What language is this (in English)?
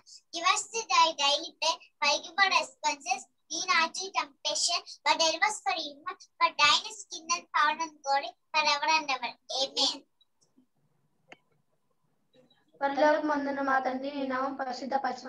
Telugu